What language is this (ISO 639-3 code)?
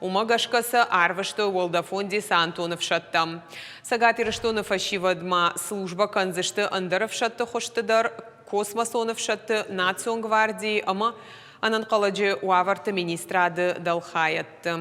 oss